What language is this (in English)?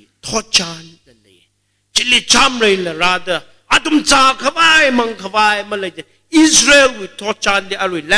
Tangkhul Naga (India)